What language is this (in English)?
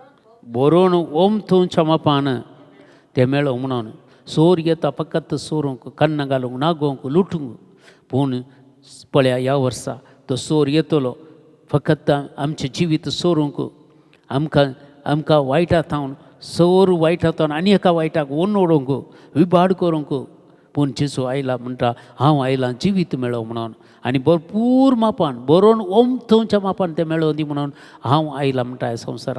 Konkani